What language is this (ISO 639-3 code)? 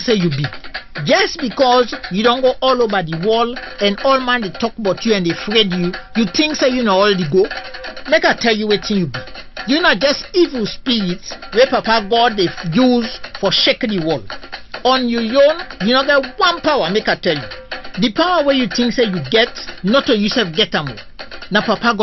kri